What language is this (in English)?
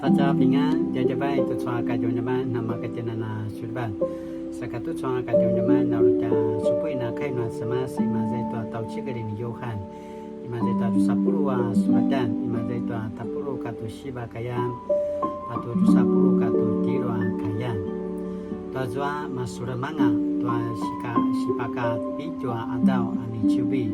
Paiwan